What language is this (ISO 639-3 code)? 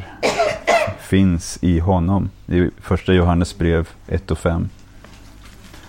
swe